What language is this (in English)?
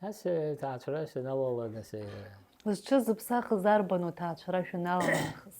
Abkhazian